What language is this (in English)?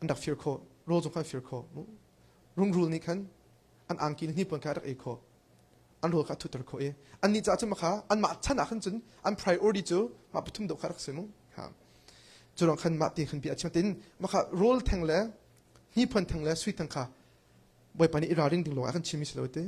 Hakha Chin